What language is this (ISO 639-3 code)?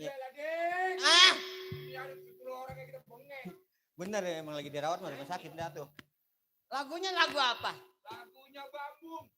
bew